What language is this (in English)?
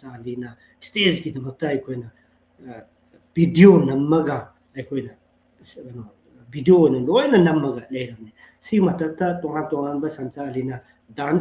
Manipuri